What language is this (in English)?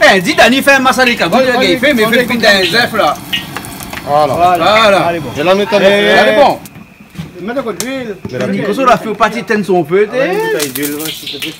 Réunion Creole French